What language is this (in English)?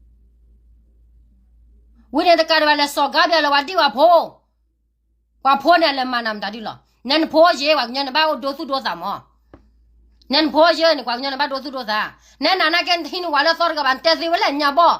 S'gaw Karen